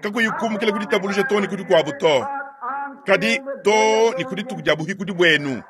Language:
Luba-Lulua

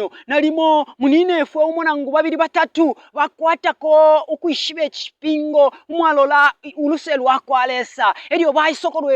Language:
Bemba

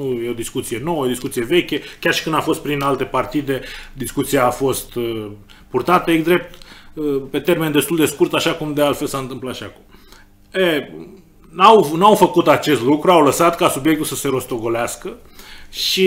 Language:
Romanian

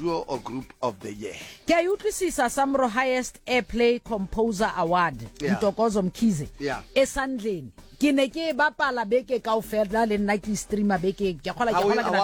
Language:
Southern Sotho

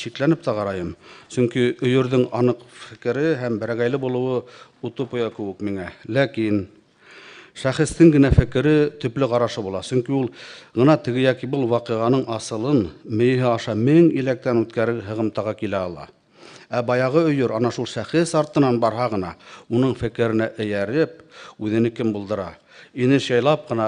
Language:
Bashkir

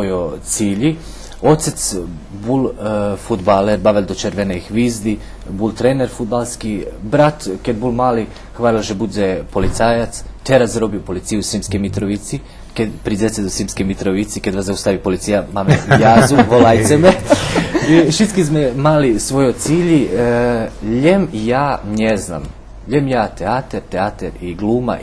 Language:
Rusyn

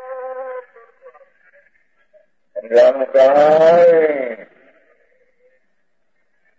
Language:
Gujarati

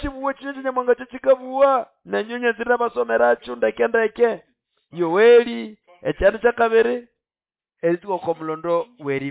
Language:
Nande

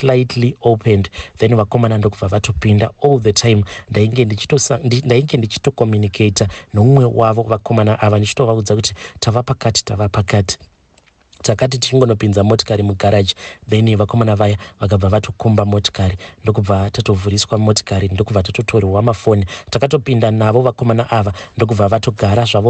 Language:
Shona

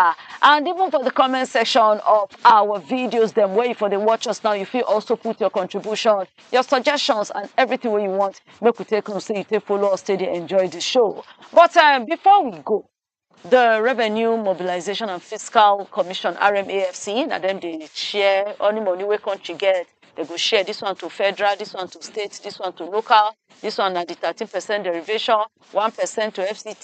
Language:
Nigerian Pidgin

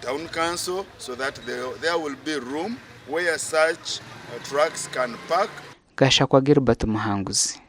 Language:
Nyankole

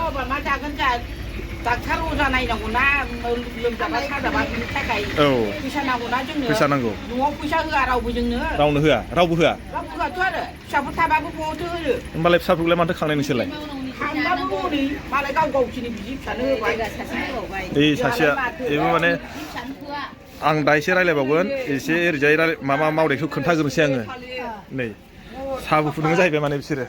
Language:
Bodo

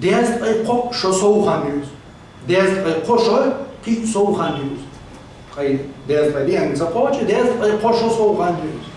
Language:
Chechen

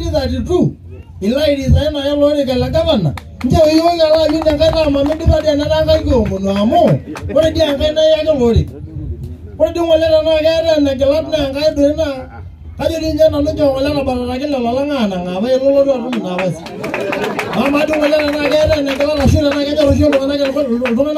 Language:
Masai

